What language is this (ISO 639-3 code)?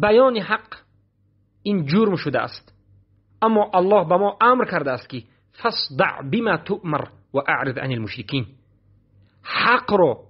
fas